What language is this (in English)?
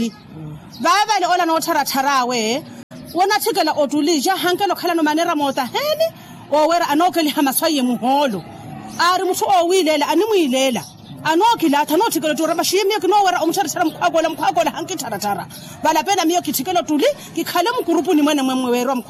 Makhuwa